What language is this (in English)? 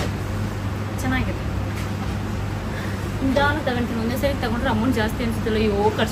Kannada